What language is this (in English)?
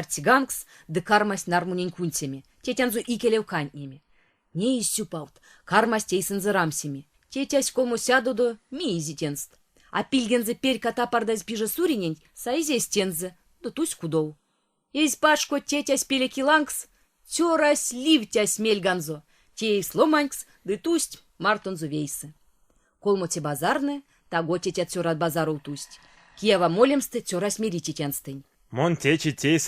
Erzya